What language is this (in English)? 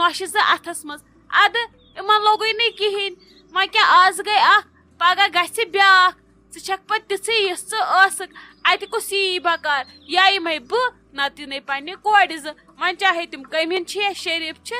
Kashmiri